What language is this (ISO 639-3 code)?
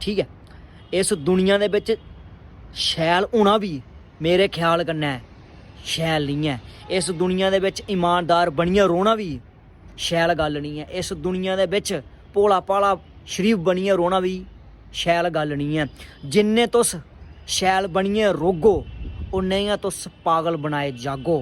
doi